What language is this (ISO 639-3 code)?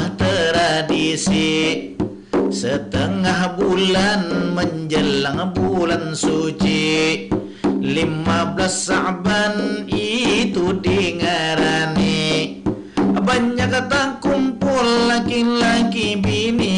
bjn